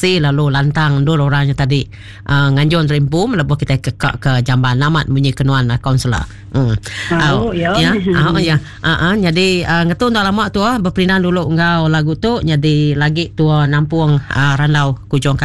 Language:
Iban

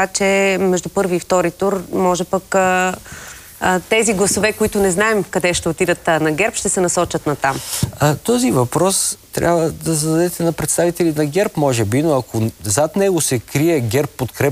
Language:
Bulgarian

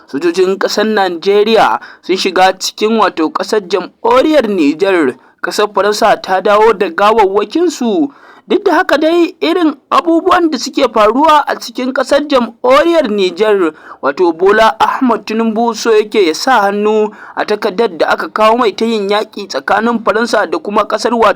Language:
Hausa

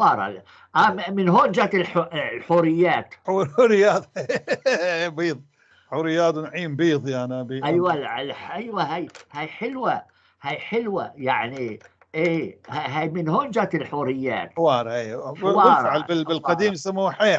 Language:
North Levantine Arabic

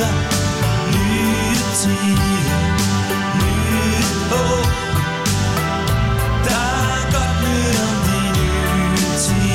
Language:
Danish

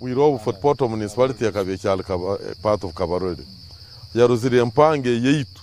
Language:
Nyankole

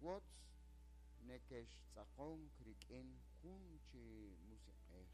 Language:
Kekchí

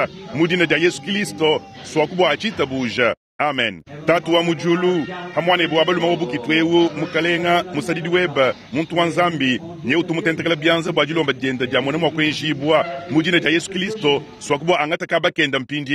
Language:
Luba-Lulua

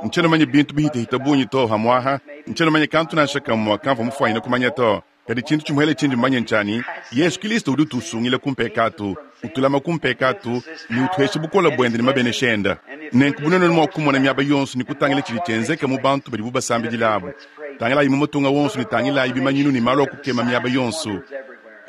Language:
Luba-Lulua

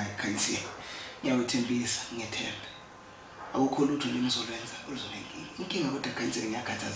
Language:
Zulu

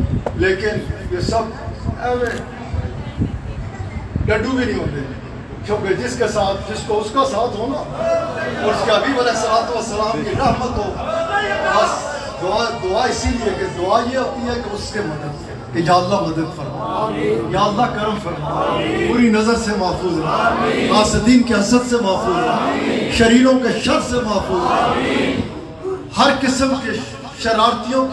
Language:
Urdu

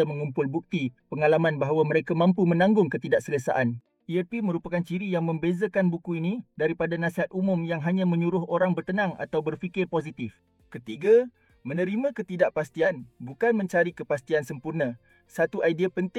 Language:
Malay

